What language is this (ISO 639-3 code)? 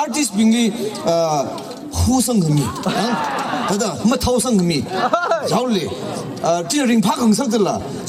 nmf